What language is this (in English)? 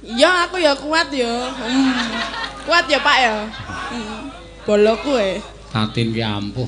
Javanese